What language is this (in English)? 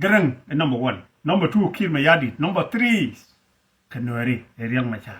Nuer